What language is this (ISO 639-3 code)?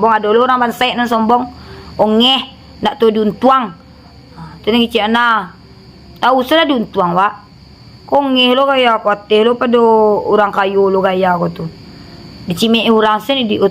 min